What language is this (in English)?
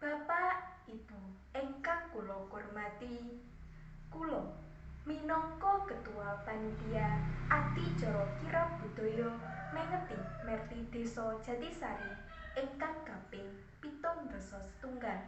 Javanese